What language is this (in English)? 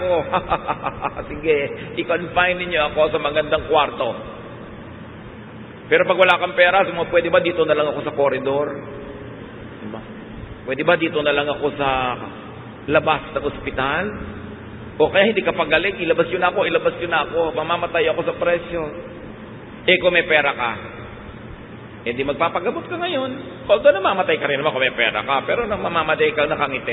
Filipino